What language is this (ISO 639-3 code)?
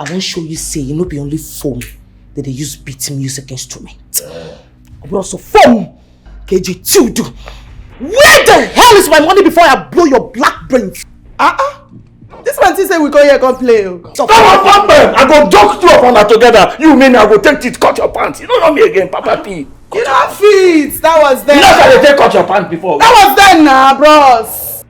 pcm